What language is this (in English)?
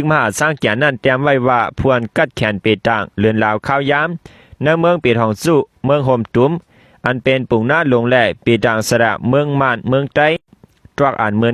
Shan